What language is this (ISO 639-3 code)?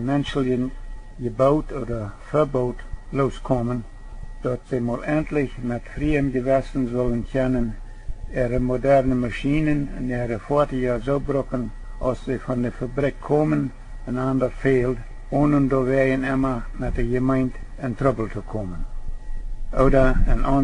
pdt